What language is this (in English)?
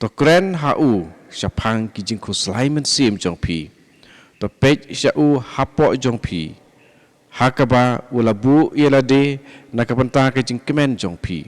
Khasi